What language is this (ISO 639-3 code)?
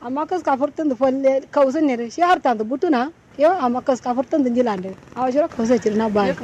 kau